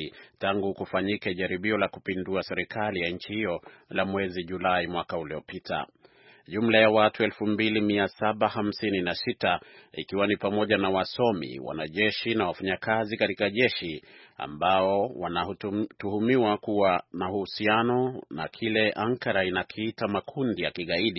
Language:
Swahili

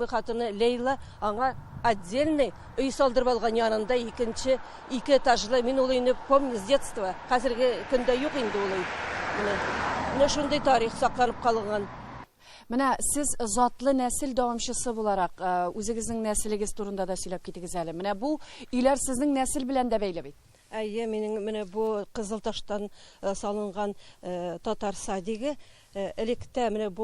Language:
Tatar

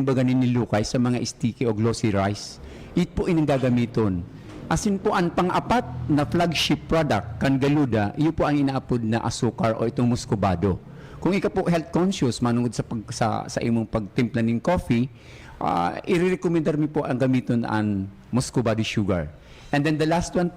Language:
Bikol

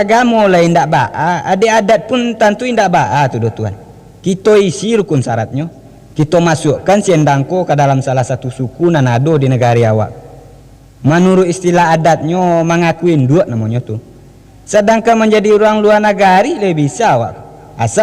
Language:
Minangkabau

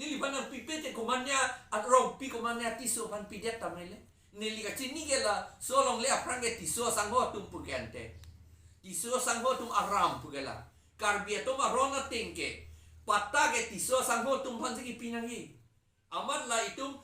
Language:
Karbi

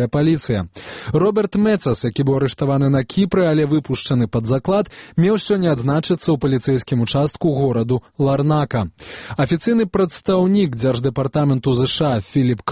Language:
Belarusian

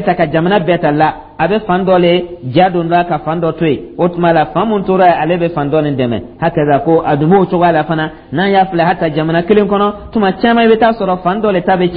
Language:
Dyula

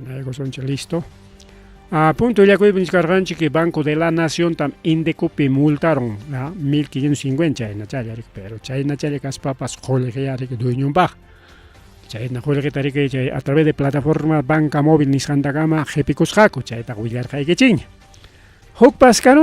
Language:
Ayacucho Quechua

